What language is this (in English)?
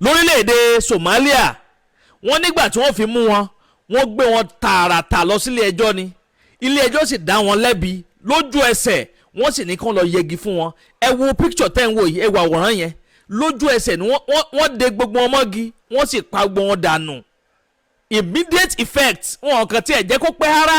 Yoruba